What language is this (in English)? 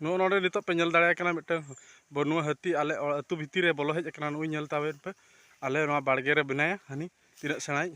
Santali